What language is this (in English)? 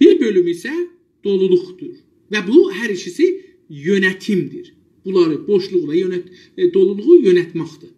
South Azerbaijani